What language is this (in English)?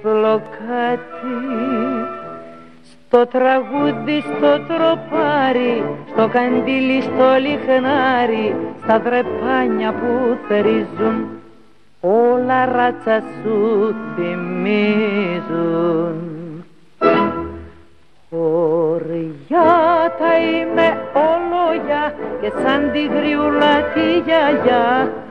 Greek